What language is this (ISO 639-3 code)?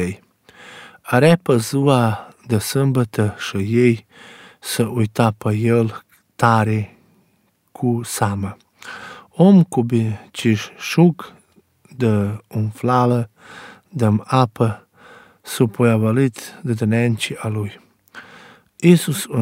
ron